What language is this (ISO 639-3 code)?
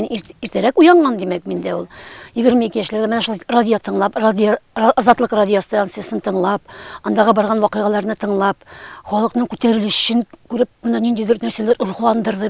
tat